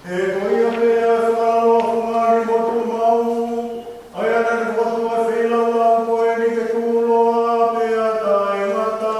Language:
Tongan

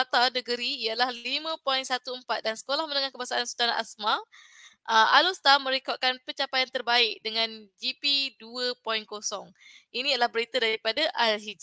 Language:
Malay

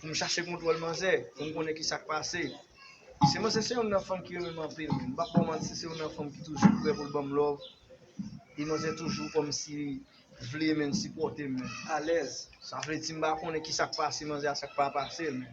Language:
Haitian Creole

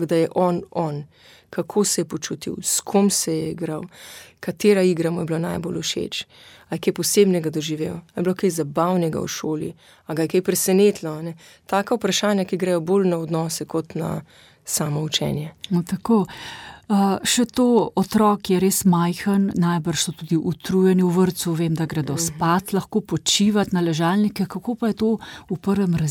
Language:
Slovenian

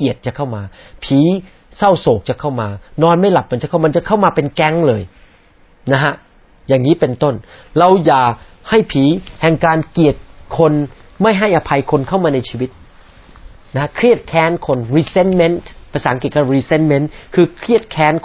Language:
Thai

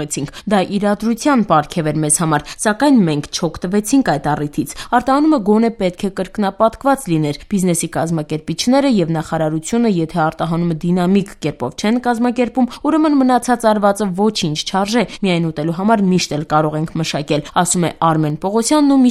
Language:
Armenian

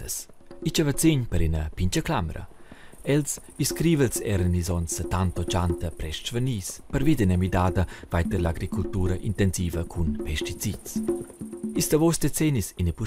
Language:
Romansh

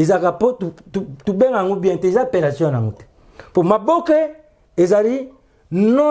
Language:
Lingala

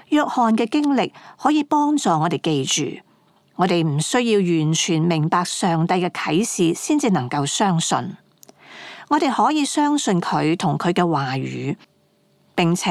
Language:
Cantonese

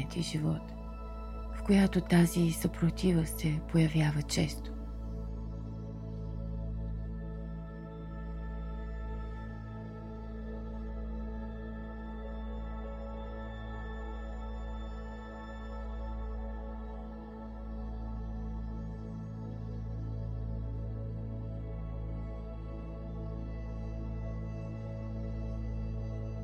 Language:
Bulgarian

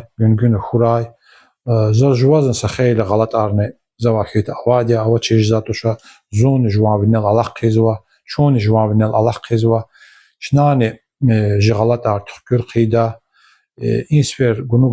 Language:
Lezghian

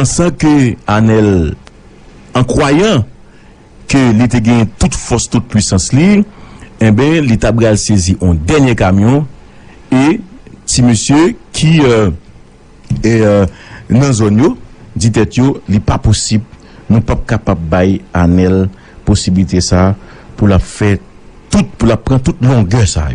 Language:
Haitian Creole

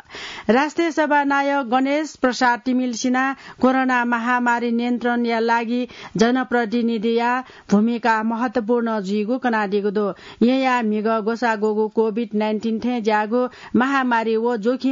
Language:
Newari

